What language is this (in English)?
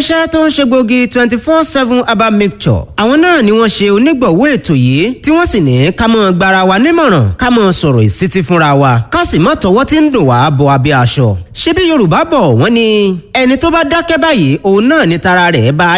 Yoruba